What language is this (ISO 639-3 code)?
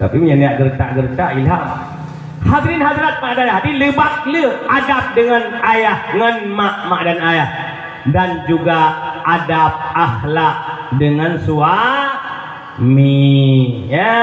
ace